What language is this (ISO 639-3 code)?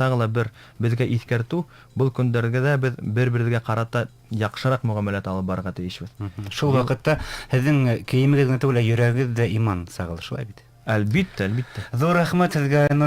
bak